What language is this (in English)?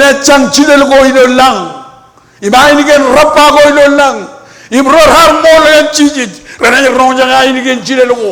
Marshallese